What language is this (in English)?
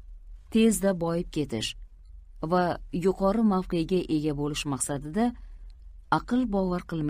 Uzbek